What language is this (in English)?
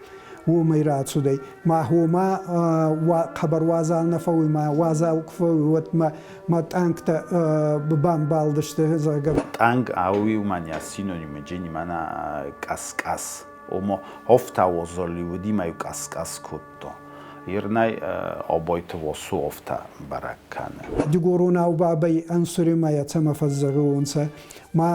Ossetic